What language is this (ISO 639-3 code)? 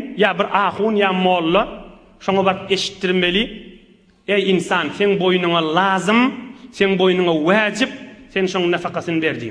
tuk